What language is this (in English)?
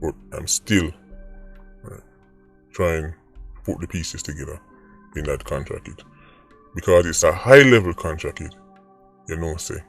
Jamaican Creole English